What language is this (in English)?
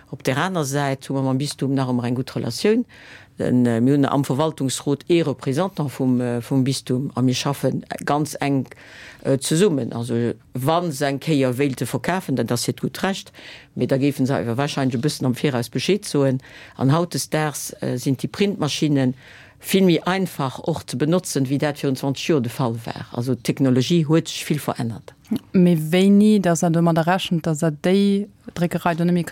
Luxembourgish